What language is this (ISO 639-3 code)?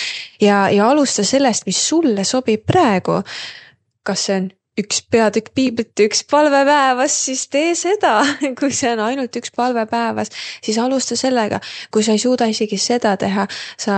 est